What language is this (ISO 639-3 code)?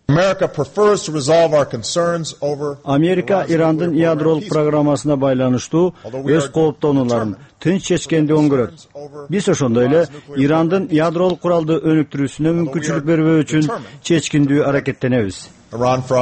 kir